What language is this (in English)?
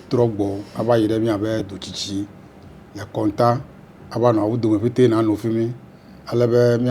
Ewe